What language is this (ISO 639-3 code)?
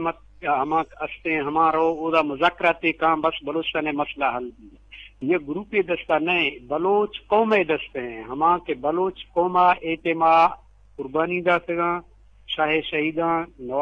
bgp